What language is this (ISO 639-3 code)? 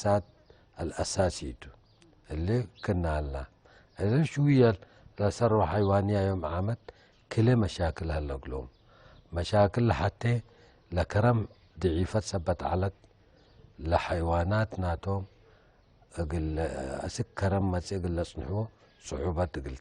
tig